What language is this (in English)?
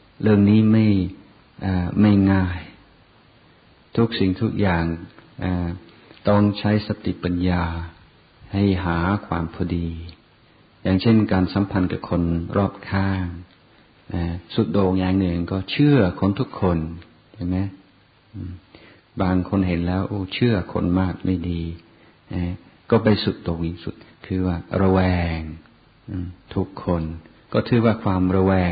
Thai